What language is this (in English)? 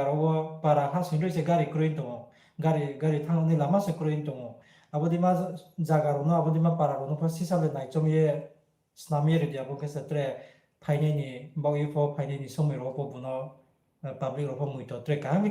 Riang (India)